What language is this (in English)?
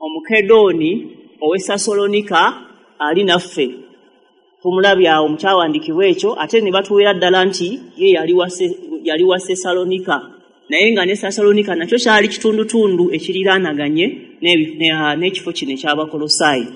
Ganda